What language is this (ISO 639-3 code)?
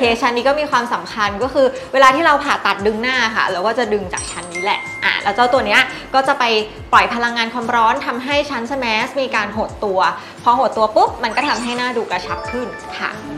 tha